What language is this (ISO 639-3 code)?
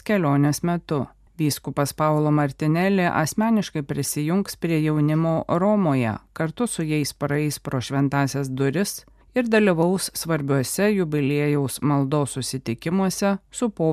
lit